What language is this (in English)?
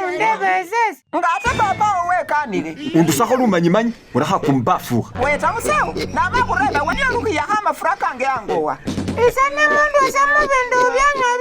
Masaaba